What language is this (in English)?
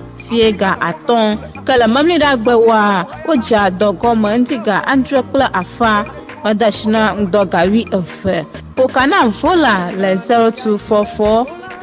Ewe